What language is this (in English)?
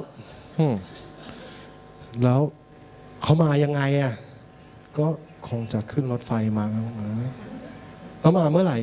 Thai